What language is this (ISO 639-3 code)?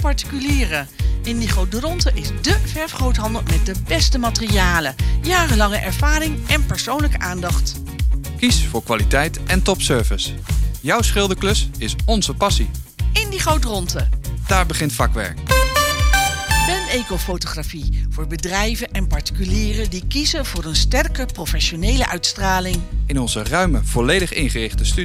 nld